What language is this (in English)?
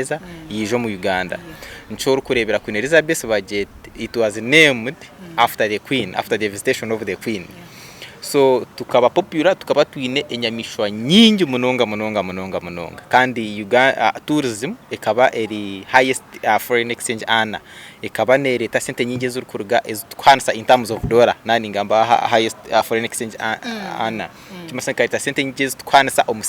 Nyankole